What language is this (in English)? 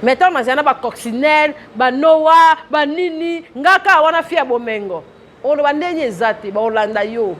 Lingala